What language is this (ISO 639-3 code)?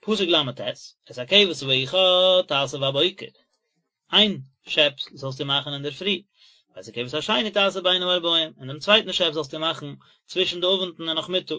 yid